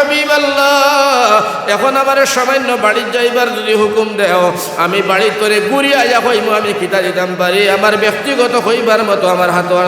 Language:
Sylheti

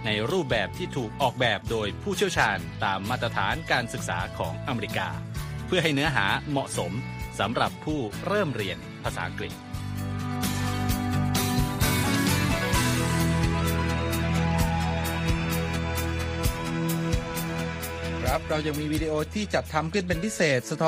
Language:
Thai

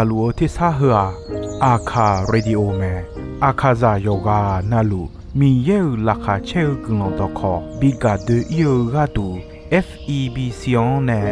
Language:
Akha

